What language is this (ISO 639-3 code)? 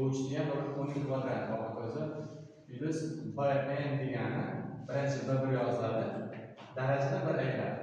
uzb